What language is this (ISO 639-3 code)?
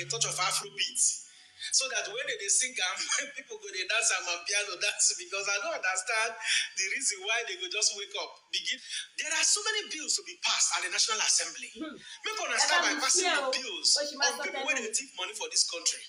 yor